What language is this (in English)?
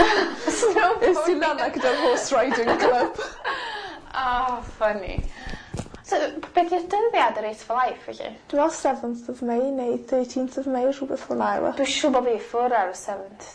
Welsh